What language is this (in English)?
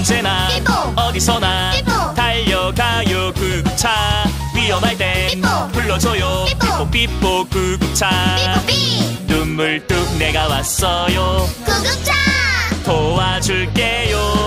Korean